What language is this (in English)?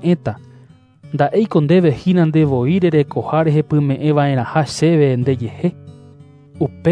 Guarani